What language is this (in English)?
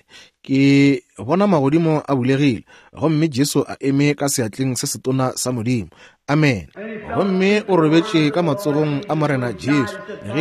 Northern Sotho